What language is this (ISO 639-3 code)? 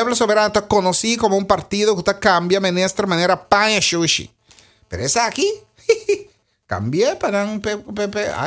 pap